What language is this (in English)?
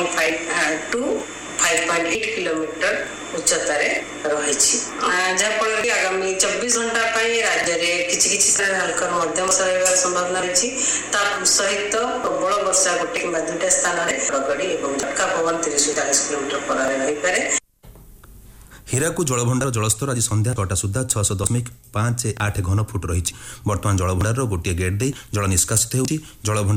Odia